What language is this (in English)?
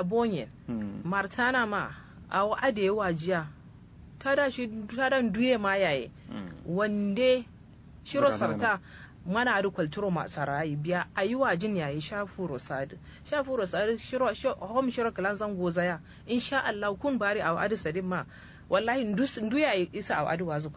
Kanuri